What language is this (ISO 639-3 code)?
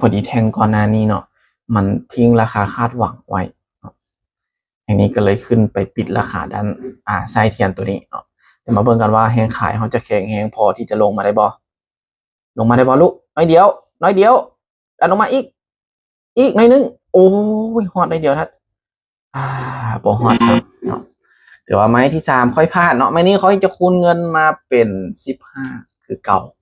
lao